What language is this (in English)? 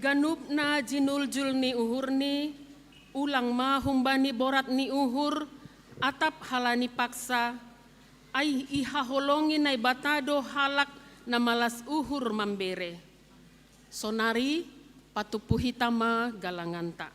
Batak Simalungun